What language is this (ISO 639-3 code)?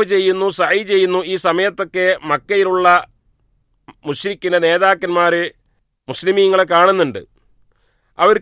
mal